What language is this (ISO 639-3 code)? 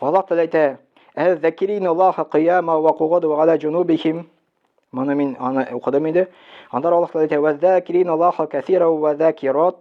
tat